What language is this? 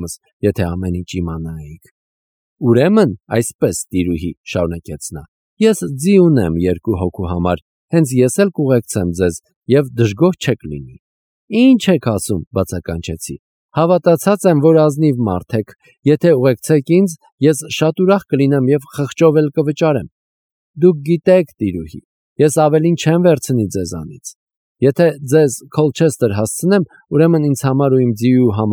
Armenian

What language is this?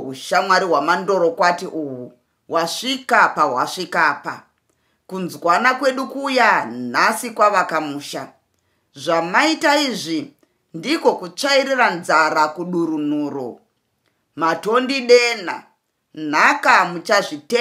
Shona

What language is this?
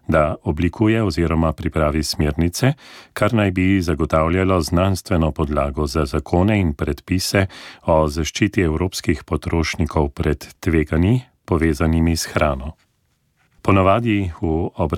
Slovenian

